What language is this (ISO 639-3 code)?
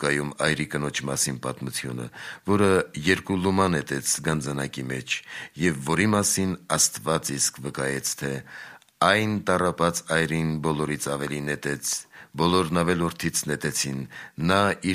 hye